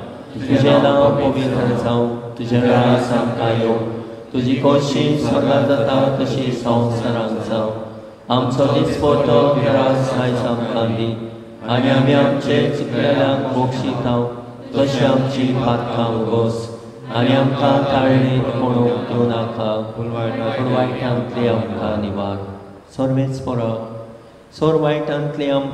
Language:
Konkani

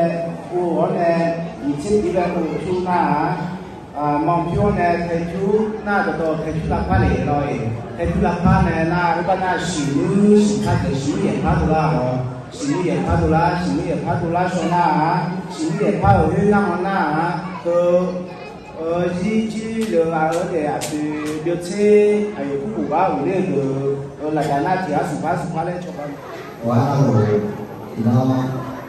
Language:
Akha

